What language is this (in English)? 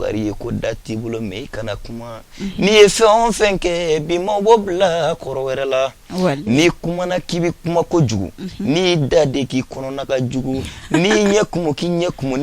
Bambara